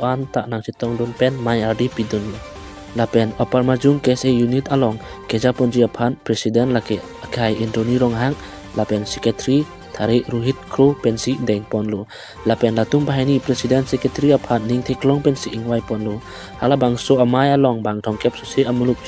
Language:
Karbi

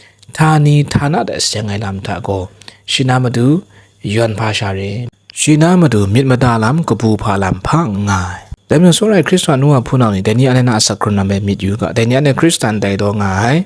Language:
Kachin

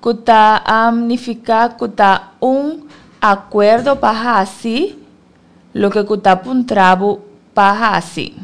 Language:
Papiamento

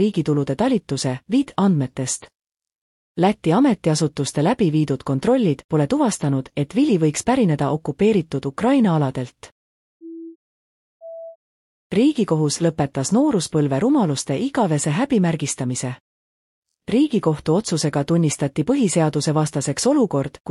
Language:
Estonian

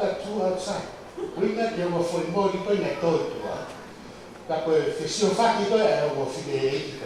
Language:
Tongan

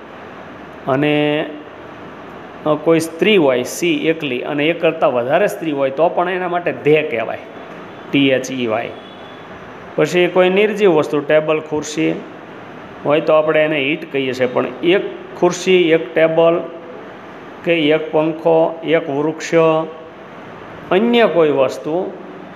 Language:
Gujarati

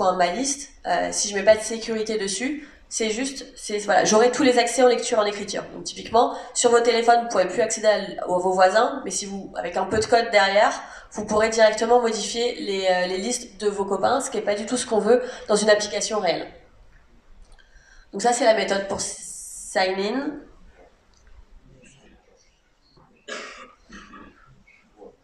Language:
French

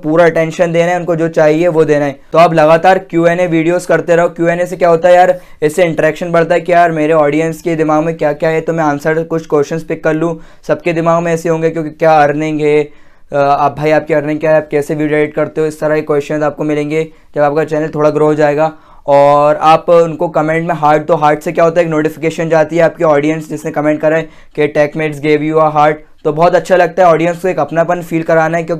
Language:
Hindi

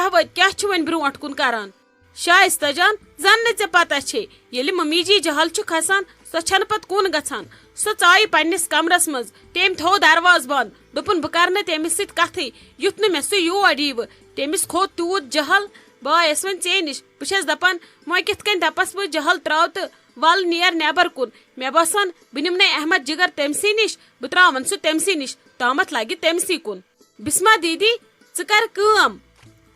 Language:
Kashmiri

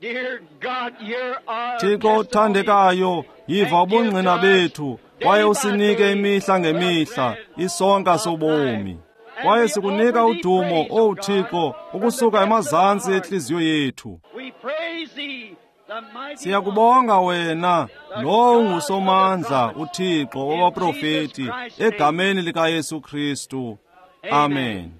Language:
Xhosa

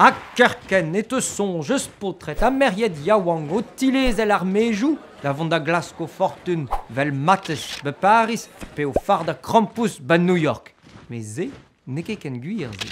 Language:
Breton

